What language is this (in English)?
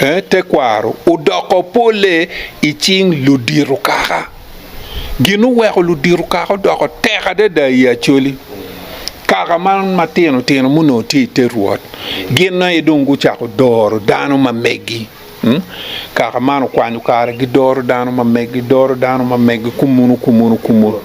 Acoli